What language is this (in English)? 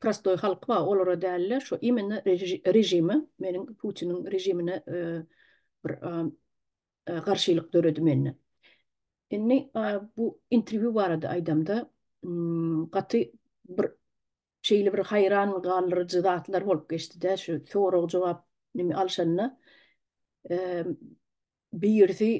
Turkmen